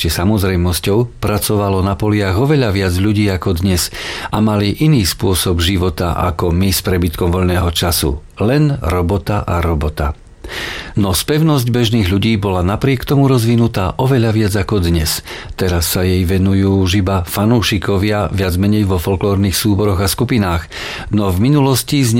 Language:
Slovak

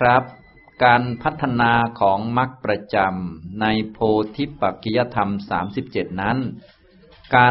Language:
Thai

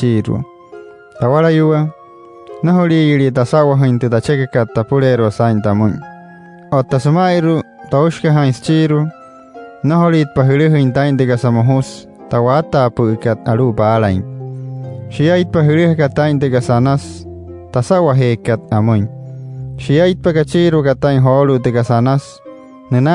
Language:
Wayuu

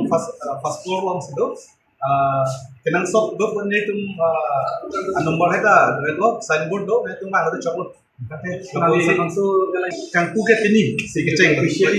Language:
Karbi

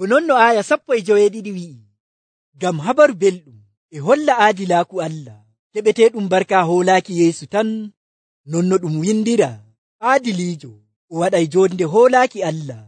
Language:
Nigerian Fulfulde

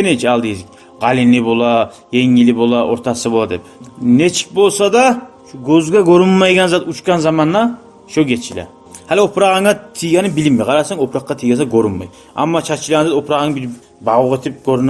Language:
Kumyk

